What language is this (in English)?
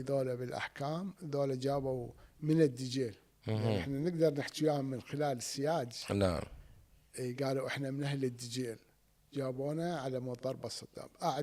Mesopotamian Arabic